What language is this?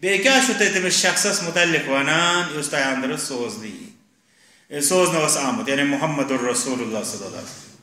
Kashmiri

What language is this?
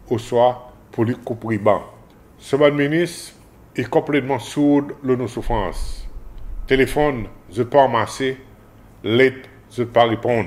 Seselwa Creole French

